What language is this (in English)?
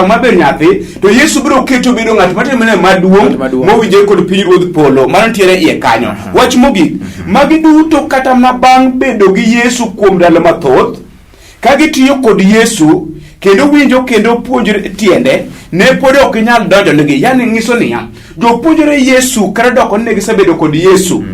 Luo (Kenya and Tanzania)